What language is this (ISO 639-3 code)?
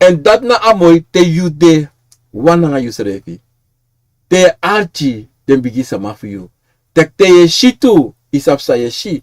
srn